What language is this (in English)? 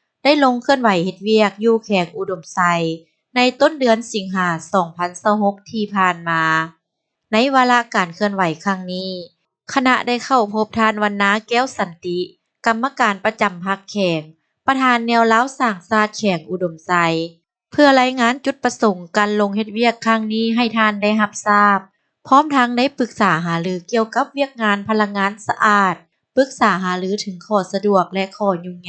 Lao